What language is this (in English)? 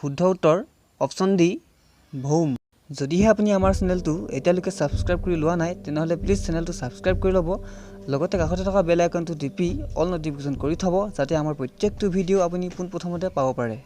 Assamese